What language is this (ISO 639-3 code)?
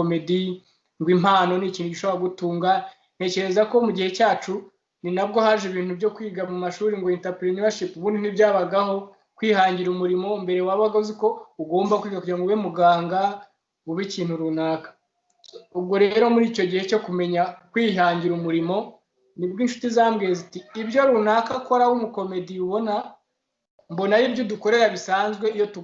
kin